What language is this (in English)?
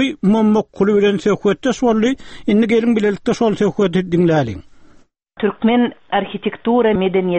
Turkmen